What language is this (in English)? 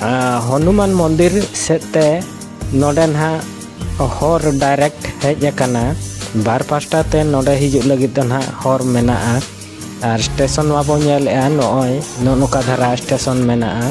Santali